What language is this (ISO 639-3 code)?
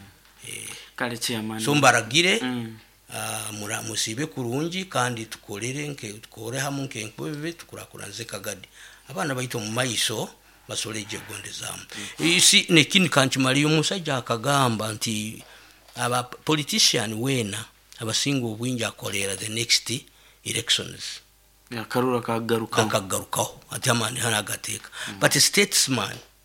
nyo